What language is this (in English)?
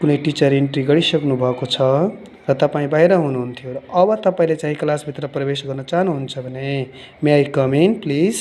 Nepali